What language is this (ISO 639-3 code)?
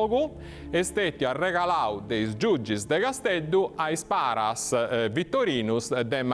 srd